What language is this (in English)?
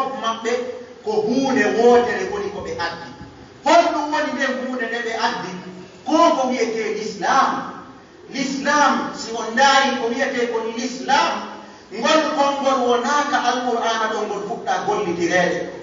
Pular